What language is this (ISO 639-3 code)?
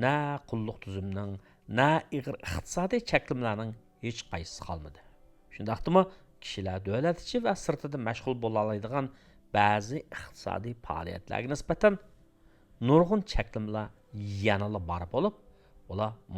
uig